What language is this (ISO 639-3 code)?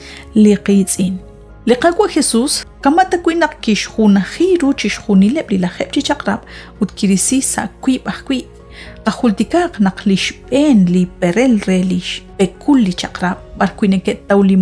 kek